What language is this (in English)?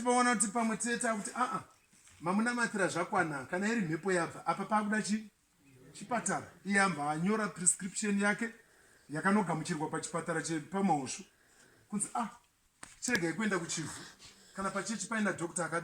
Shona